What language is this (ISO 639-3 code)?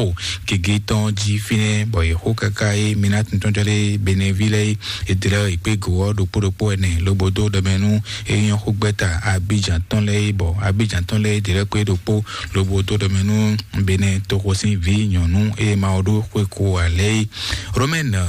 fon